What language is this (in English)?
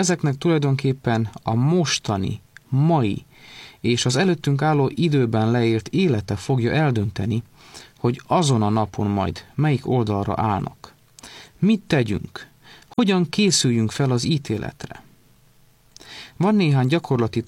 Hungarian